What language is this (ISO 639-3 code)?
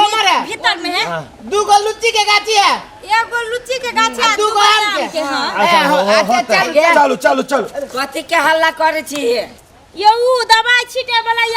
mai